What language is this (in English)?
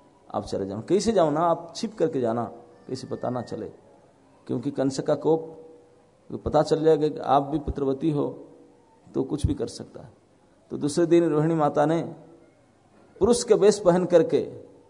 Hindi